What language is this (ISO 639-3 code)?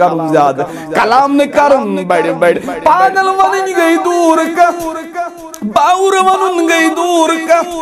kas